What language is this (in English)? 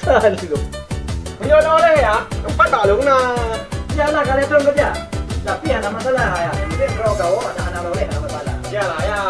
Achinese